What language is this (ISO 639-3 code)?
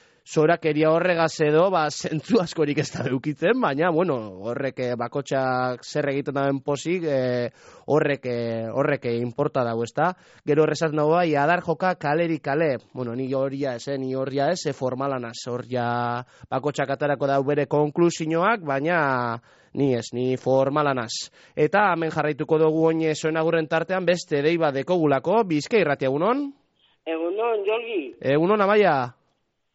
eus